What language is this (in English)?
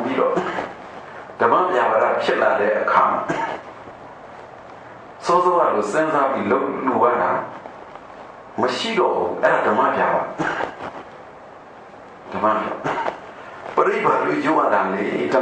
Burmese